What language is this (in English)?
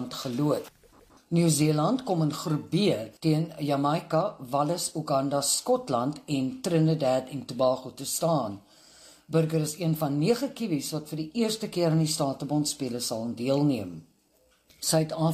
Afrikaans